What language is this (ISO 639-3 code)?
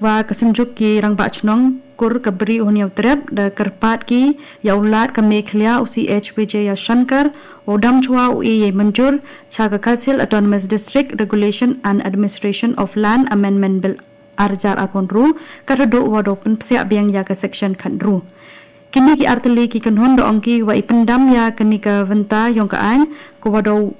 kha